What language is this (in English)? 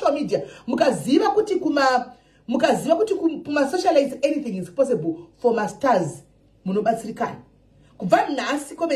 Shona